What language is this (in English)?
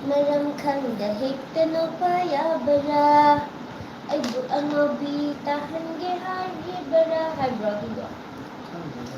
Manipuri